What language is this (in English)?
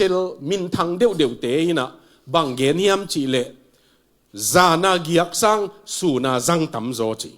Tedim Chin